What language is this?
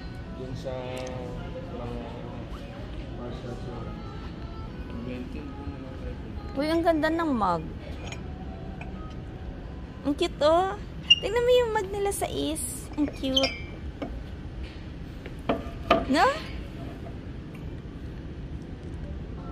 Filipino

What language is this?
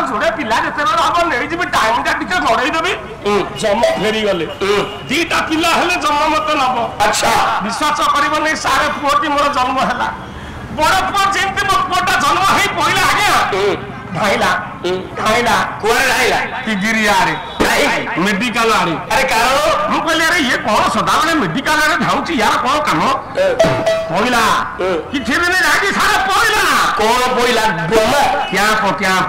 Odia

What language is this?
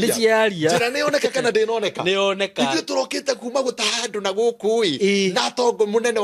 Kikuyu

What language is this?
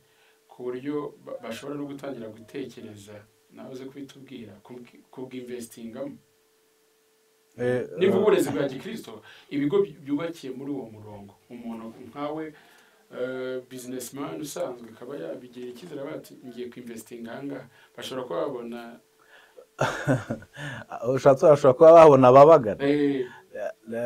Kinyarwanda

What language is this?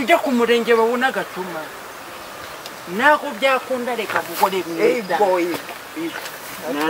Kinyarwanda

